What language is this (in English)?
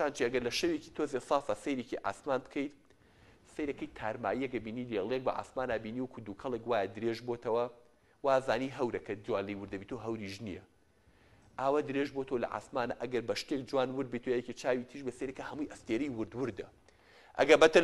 Central Kurdish